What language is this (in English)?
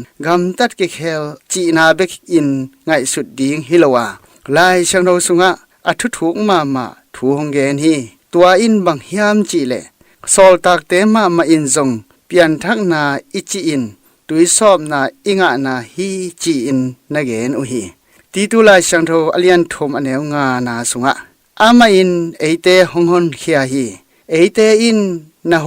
Tedim Chin